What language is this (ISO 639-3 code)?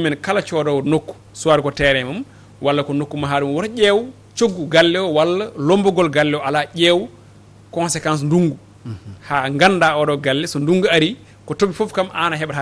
ful